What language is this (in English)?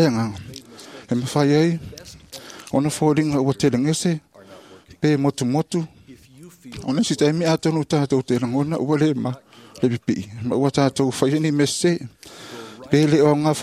Samoan